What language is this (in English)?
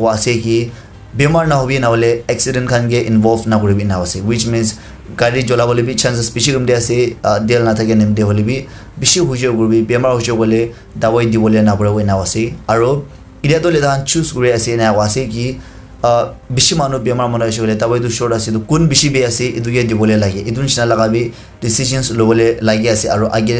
Naga Pidgin